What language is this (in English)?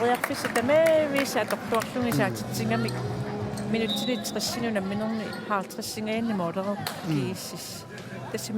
Kalaallisut